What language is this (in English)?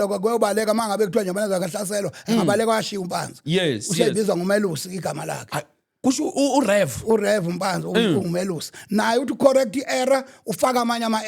Zulu